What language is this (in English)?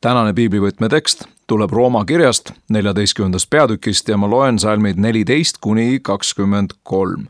Estonian